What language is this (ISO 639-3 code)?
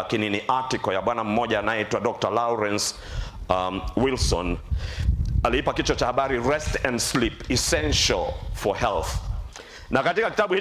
swa